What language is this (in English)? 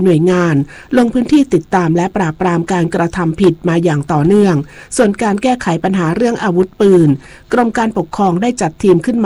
Thai